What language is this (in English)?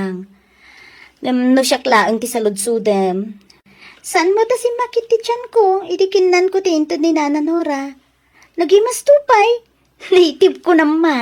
Iloko